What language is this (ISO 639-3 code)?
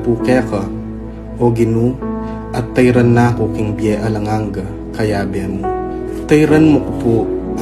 pam